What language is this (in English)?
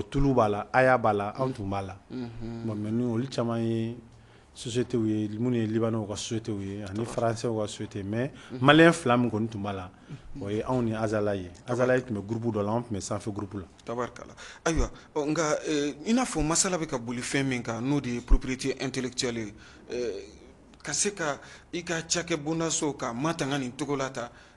Bambara